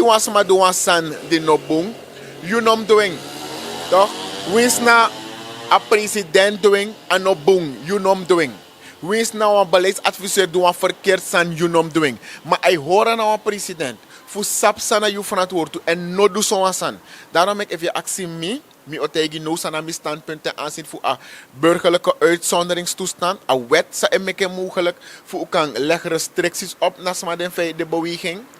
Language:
Sranan Tongo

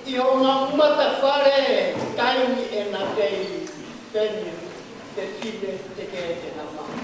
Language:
Tongan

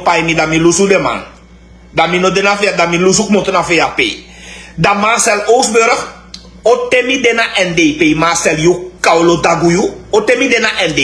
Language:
Sranan Tongo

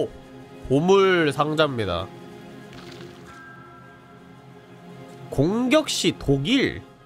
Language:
Korean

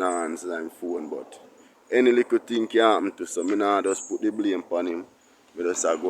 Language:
Jamaican Creole English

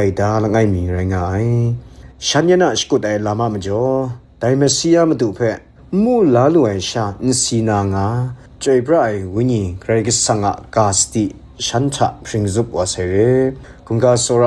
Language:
Kachin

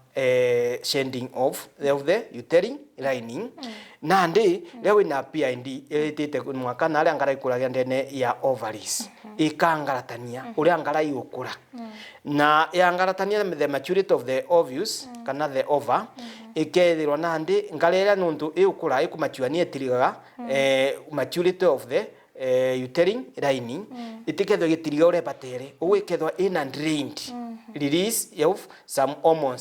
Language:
Meru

